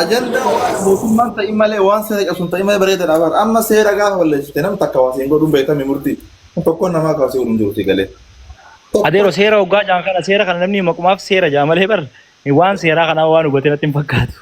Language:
Oromo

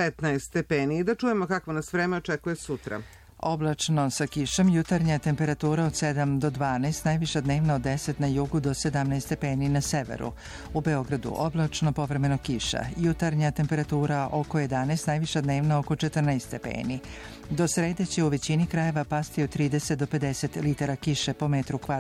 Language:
Serbian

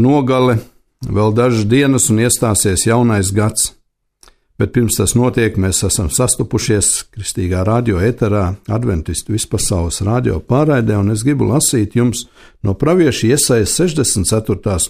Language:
Latvian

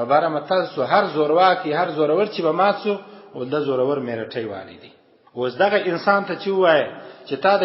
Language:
Pashto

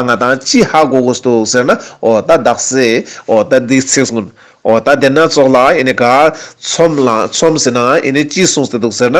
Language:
Ladakhi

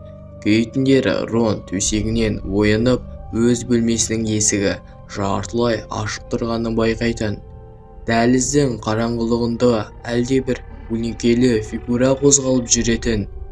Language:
Kazakh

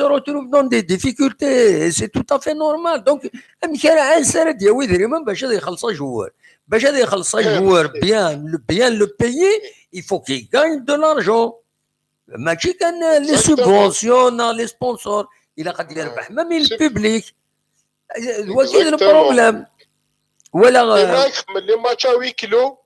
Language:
Kabyle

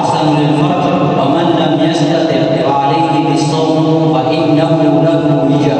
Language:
Maranao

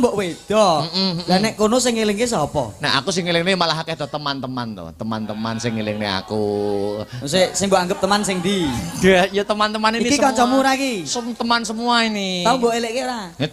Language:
Javanese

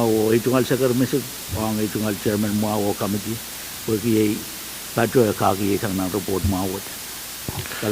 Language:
Pohnpeian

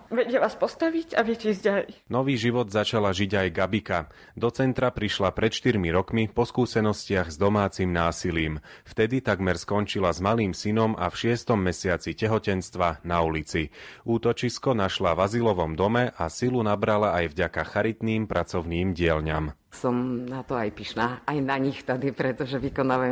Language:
Slovak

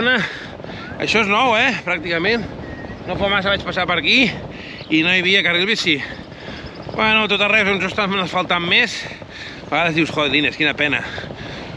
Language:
Catalan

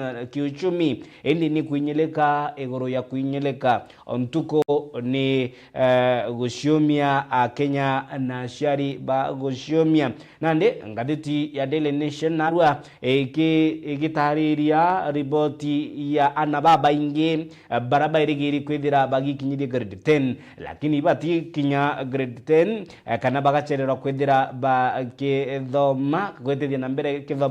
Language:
Meru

